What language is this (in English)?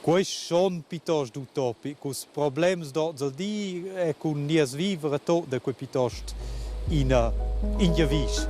Romansh